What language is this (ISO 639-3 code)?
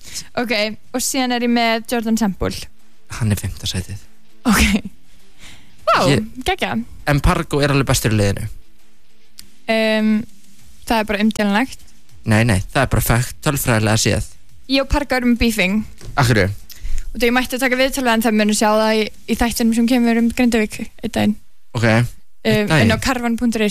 isl